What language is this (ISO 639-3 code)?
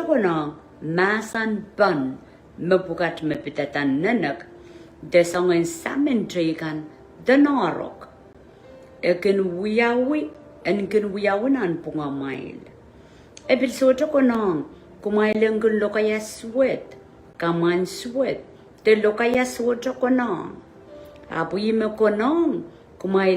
pon